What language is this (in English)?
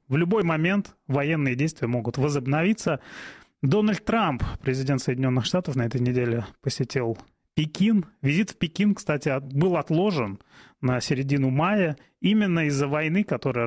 Russian